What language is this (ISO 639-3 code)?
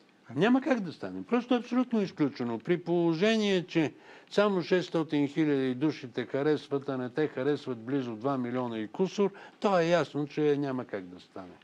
bul